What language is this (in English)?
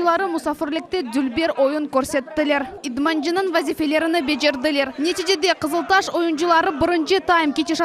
Crimean Tatar